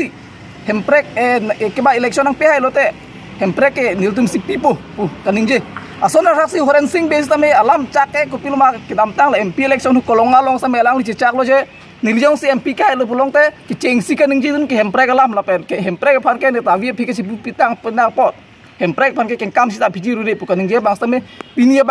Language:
Karbi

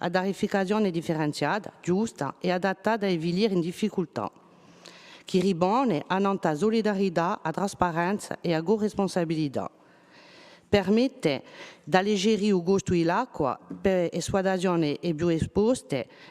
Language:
Corsican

